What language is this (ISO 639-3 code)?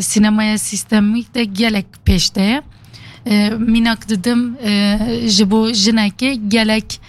kur